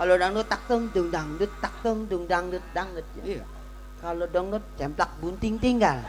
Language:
Betawi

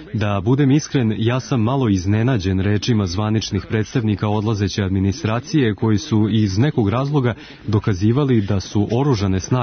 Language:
Serbian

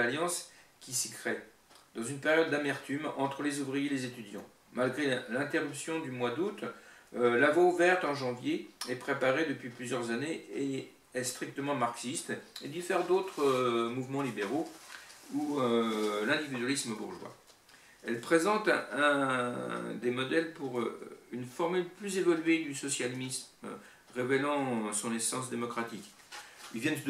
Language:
French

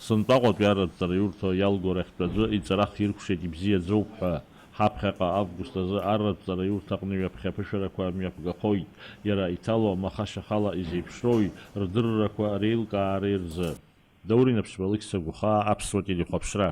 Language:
Abkhazian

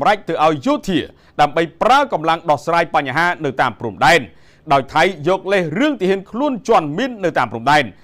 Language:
Khmer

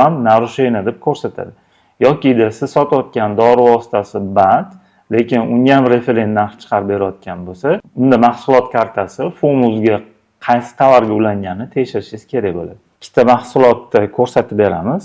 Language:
Uzbek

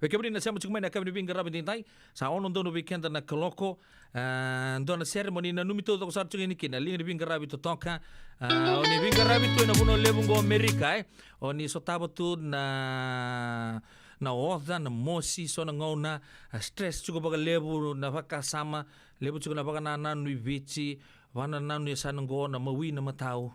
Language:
Fijian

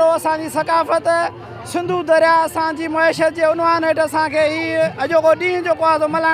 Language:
Sindhi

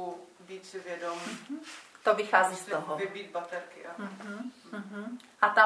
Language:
Czech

